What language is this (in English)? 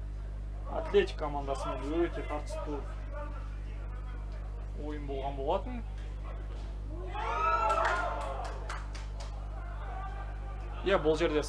Kazakh